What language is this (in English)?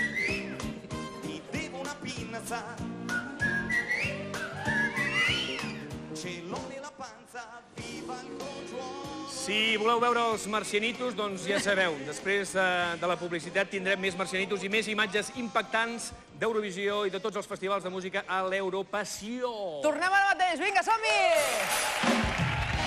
Catalan